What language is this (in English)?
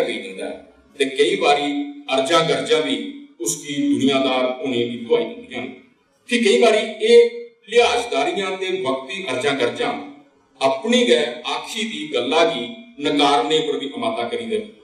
Dogri